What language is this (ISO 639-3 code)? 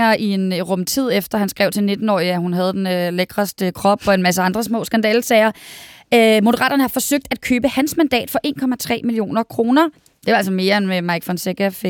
dan